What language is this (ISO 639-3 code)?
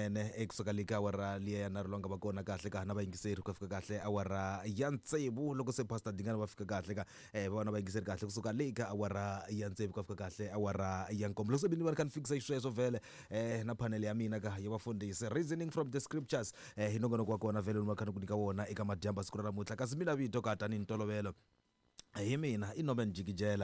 tso